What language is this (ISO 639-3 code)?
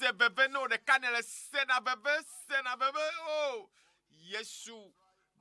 ewe